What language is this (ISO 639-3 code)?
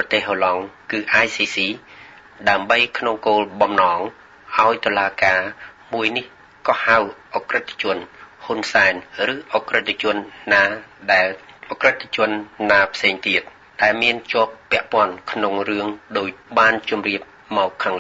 khm